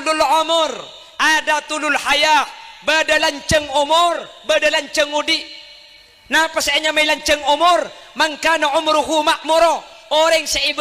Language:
Madurese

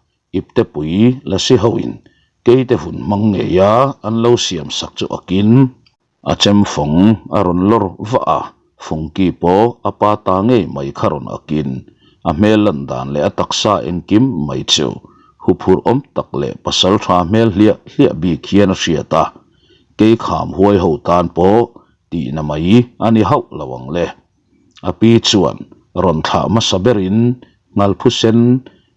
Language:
Mizo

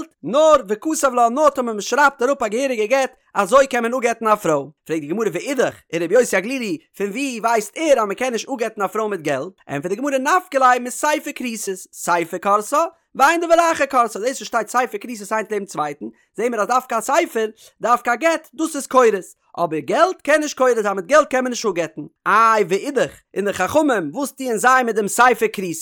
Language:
Yiddish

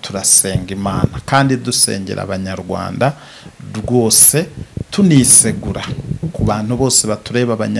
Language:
Kinyarwanda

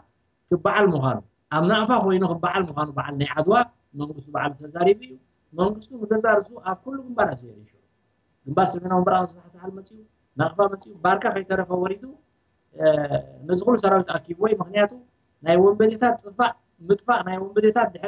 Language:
Tigrinya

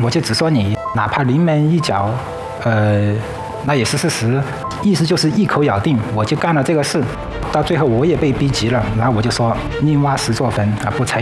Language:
Chinese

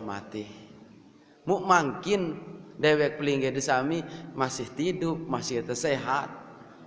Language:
Sasak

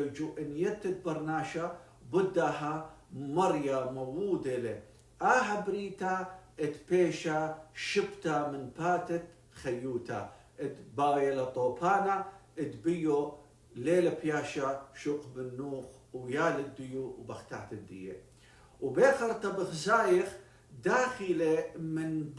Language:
Assyrian Neo-Aramaic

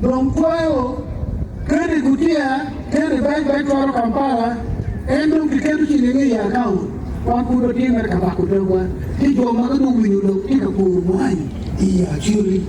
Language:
Acoli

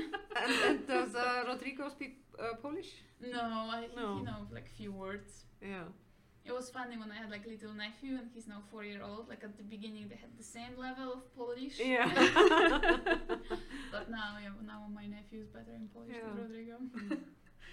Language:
English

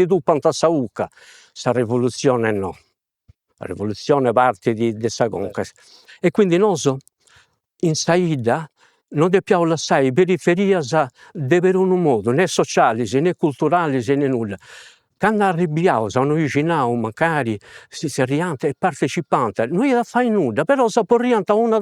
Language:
Sardinian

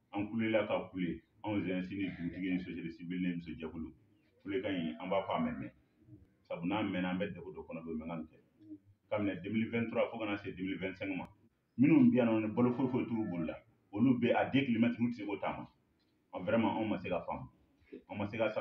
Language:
Bambara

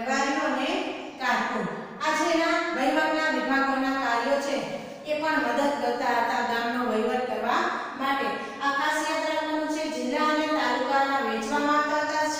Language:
Gujarati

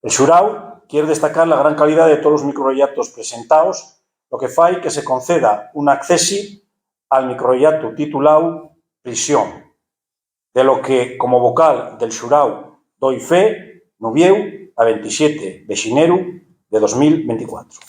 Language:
Asturian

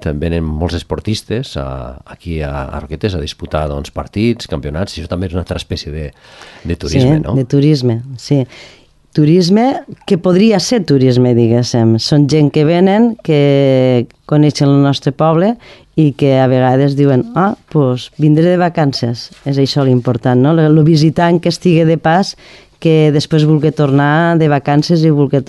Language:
Catalan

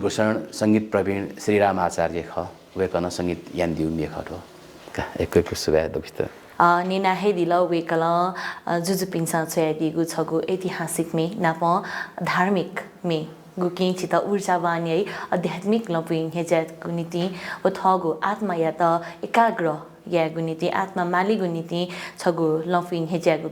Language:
Newari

